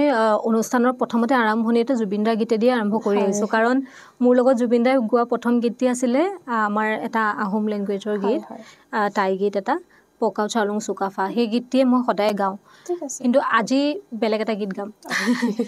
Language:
Assamese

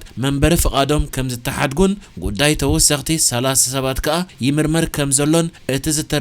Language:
Tigrinya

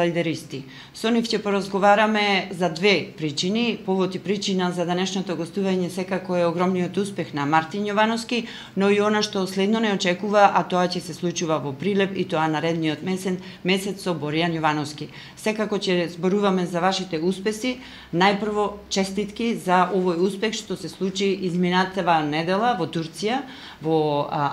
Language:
Macedonian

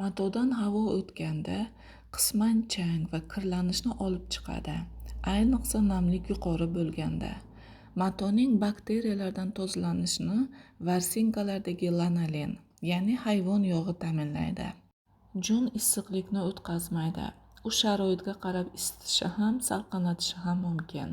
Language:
Uzbek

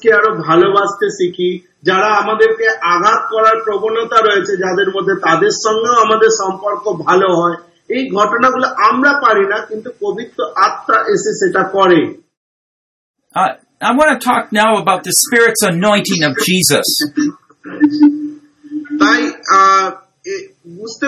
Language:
Bangla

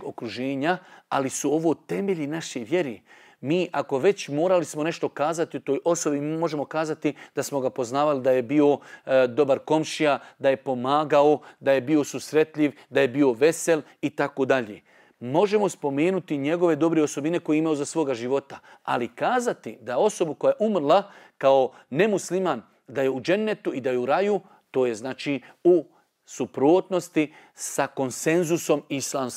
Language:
Bosnian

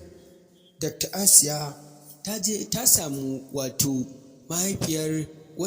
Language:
Hausa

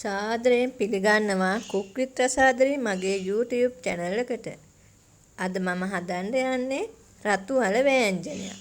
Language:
Sinhala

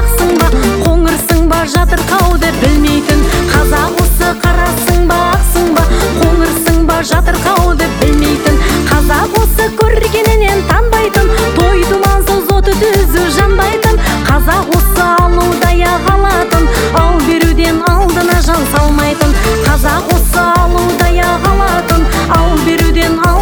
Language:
Kazakh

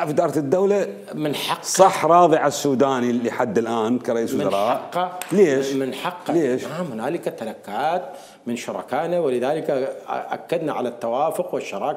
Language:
Mesopotamian Arabic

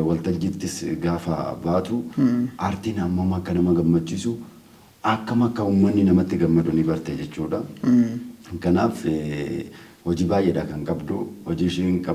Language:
Oromo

